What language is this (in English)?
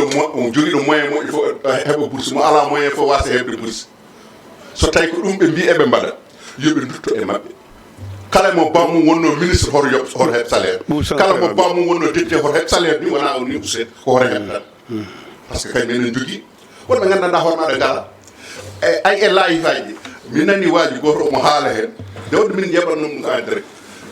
Fula